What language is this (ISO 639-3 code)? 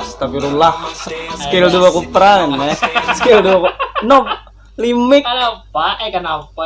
bjn